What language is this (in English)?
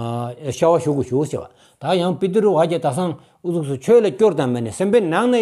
Stod Bhoti